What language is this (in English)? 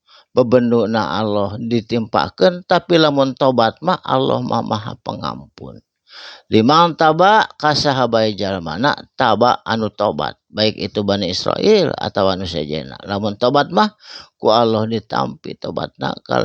Sundanese